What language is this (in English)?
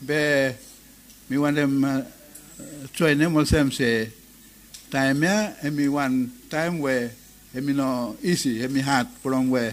Bislama